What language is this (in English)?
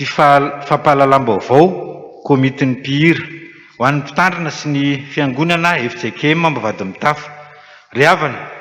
Malagasy